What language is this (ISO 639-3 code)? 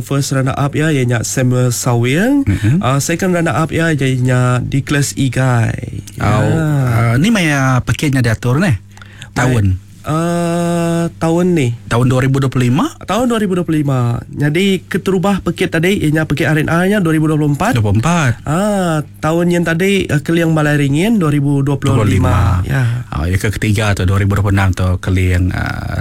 iba